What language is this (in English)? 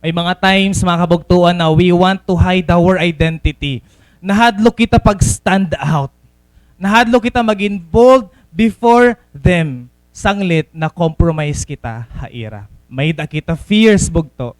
Waray